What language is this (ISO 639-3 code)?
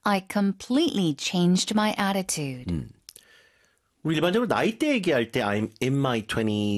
kor